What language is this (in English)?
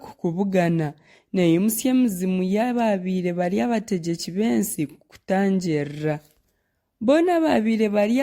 Nyankole